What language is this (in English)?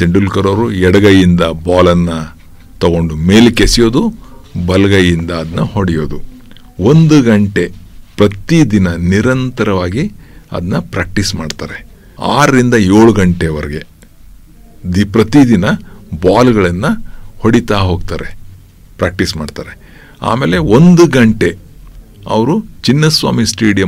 Kannada